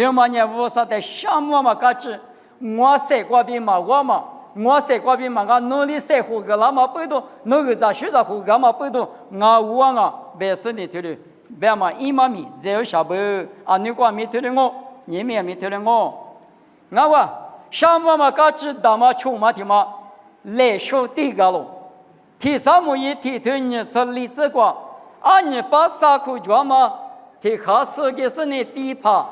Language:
Lisu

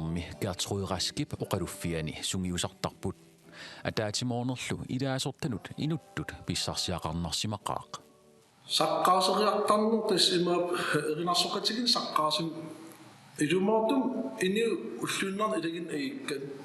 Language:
Kalaallisut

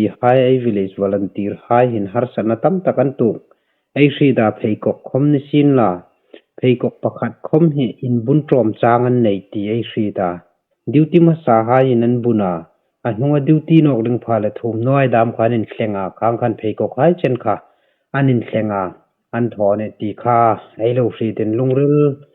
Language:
Hmar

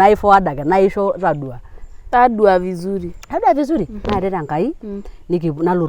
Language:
Masai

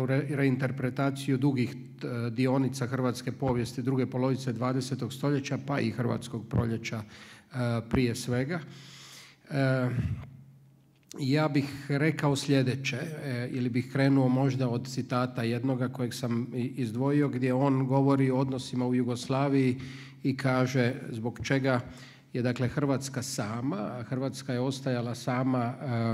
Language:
Croatian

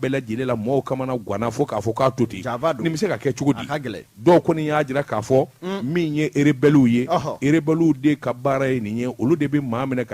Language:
Bambara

